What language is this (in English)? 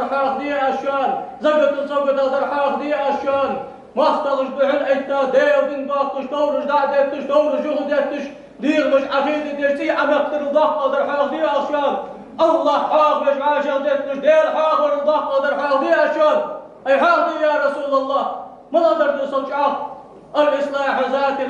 Ingush